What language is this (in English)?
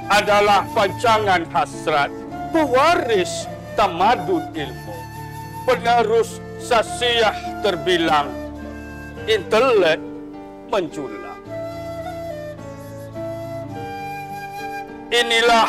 Malay